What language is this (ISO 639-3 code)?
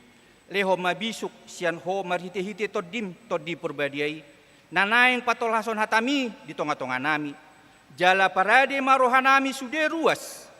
bbc